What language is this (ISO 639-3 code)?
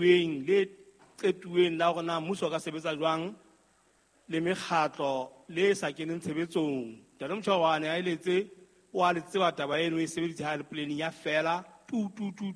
sot